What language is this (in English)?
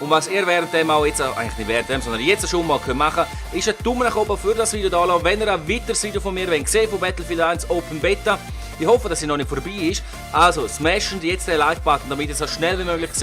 Swiss German